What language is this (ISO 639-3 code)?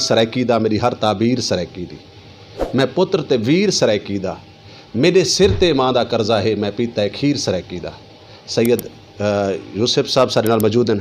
skr